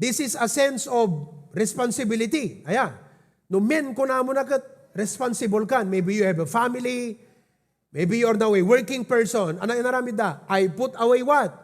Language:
Iloko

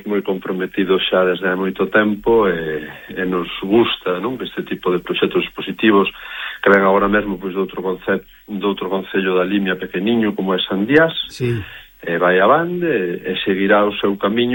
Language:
Galician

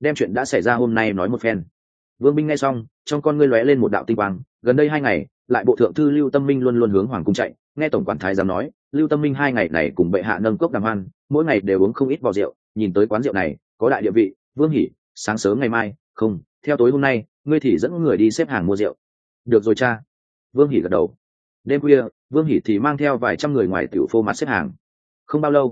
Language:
Vietnamese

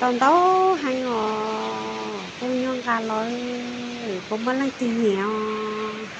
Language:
Hmong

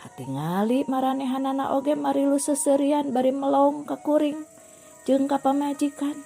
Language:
Sundanese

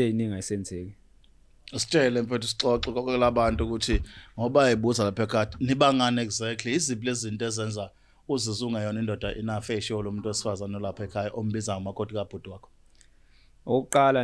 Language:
Zulu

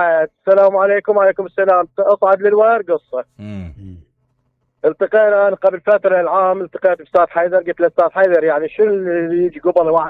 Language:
Mesopotamian Arabic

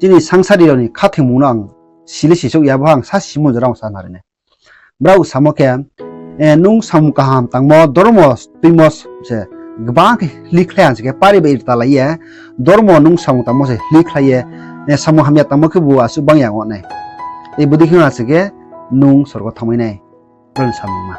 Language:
Riang (India)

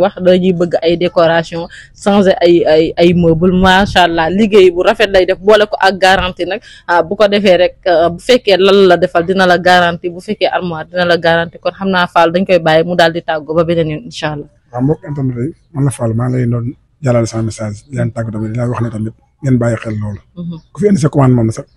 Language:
Wolof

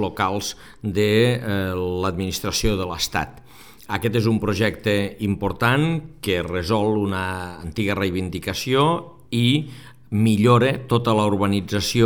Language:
Catalan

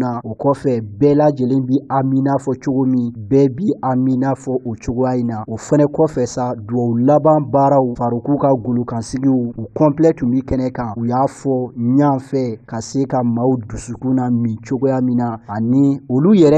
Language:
Bambara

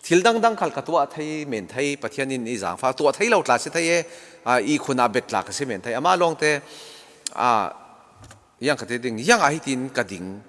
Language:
Falam Chin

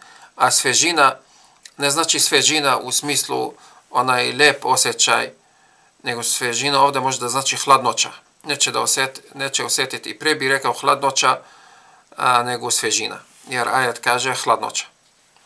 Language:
Bosnian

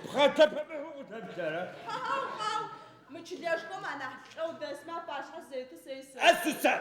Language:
Adyghe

